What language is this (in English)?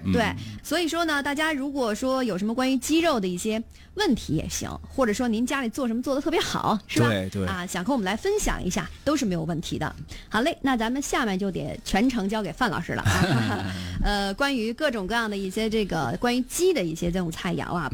Chinese